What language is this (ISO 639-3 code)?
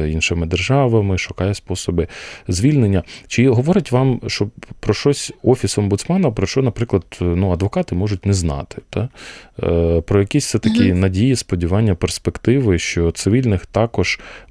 ukr